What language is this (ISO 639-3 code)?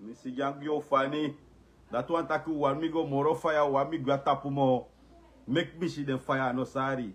srn